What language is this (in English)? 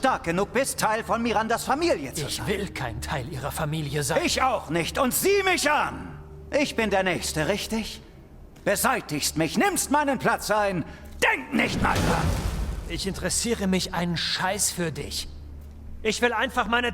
Swiss German